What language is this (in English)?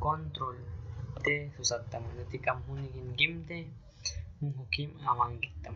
Aguaruna